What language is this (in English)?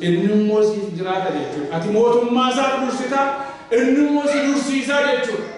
Oromo